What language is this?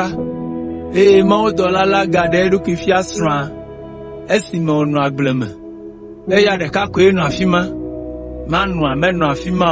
Ewe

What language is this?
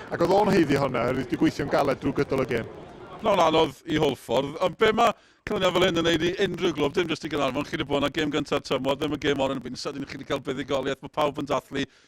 Welsh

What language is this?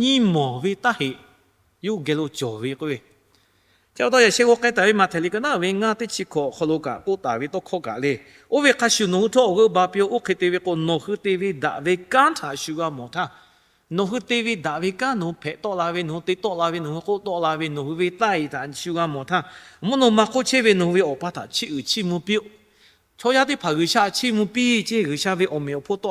Lahu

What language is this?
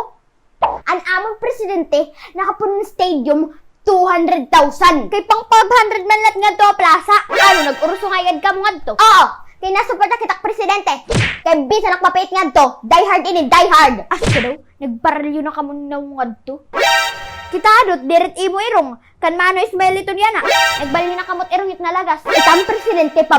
Waray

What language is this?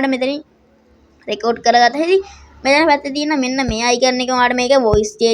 Sinhala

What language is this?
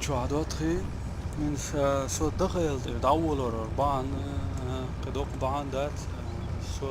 Chechen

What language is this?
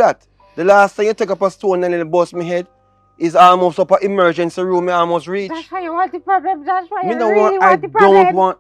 Jamaican Creole English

